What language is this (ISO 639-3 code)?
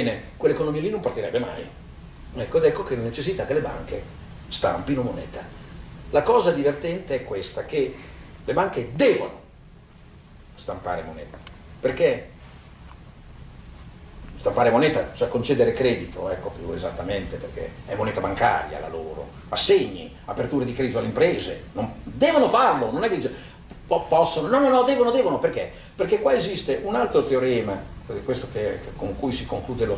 ita